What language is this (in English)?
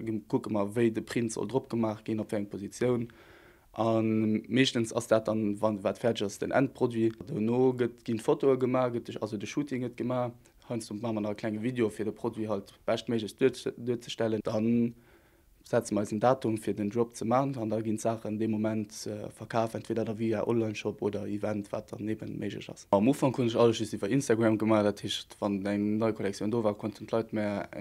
Luxembourgish